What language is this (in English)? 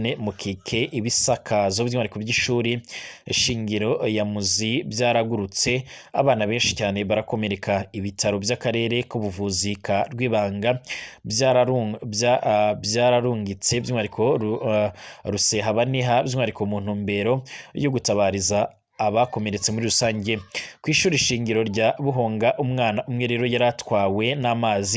Rundi